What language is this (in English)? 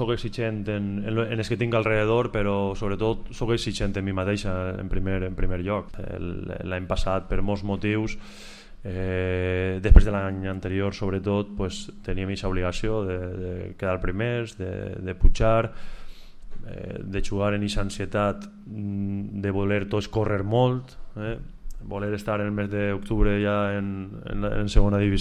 Catalan